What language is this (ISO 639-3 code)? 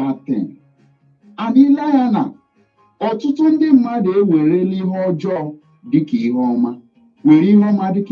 ibo